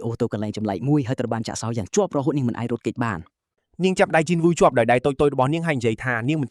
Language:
Khmer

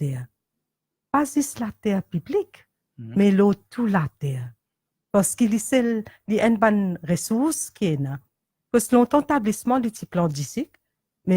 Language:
Morisyen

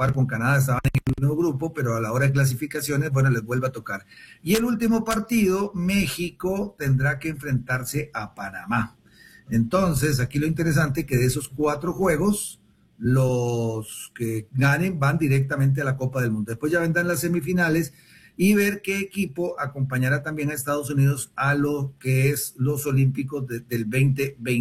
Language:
Spanish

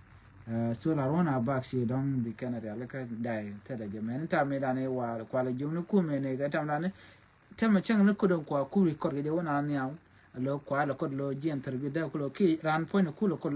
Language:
Nuer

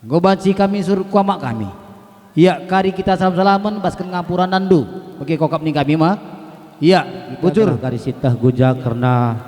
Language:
Batak Karo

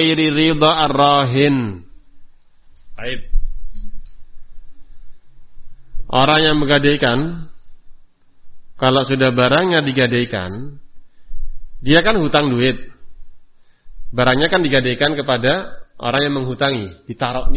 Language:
Indonesian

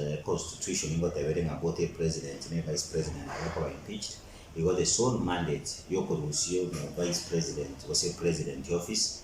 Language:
Gusii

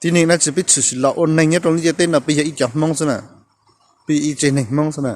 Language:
Hmong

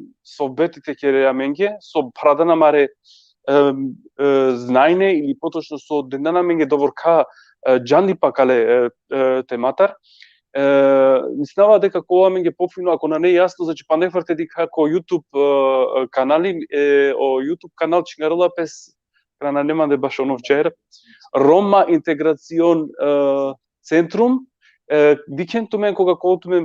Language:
Balkan Romani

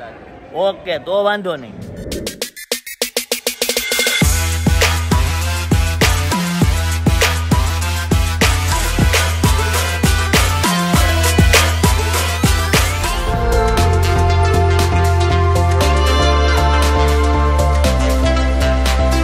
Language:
Gujarati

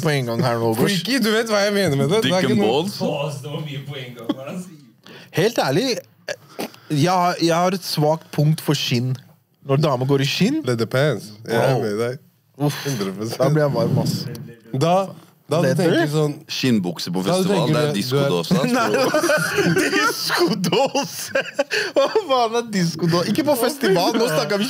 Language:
Norwegian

